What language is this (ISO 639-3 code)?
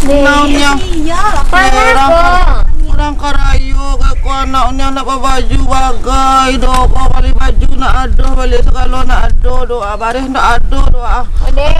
min